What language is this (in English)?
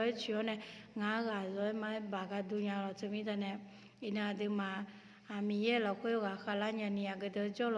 Akha